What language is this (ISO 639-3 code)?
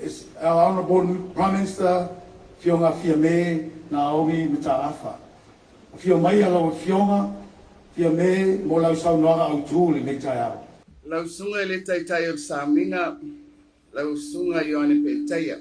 smo